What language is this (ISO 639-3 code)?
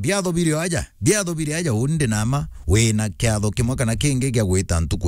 mer